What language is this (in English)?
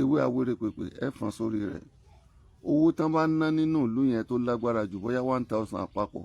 Yoruba